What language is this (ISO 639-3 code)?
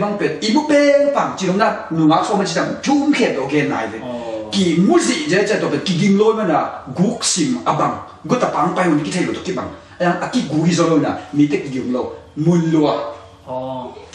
ctd